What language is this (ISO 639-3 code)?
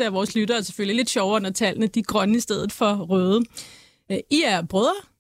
dan